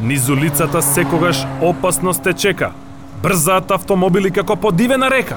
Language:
Macedonian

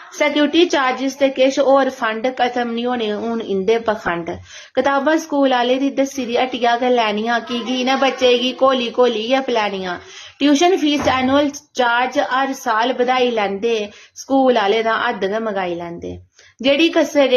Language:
Dogri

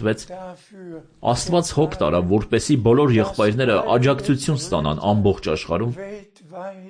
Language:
Armenian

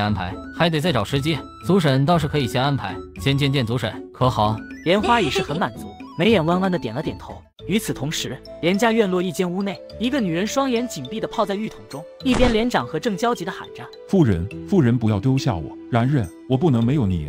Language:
Chinese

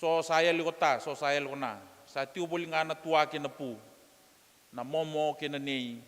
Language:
Fijian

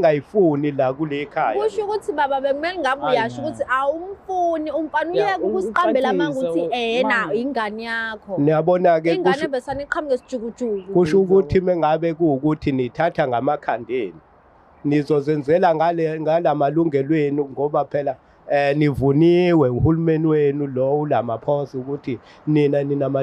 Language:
Zulu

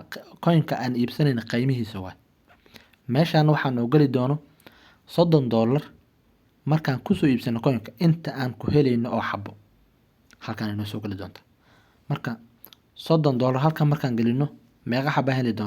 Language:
Somali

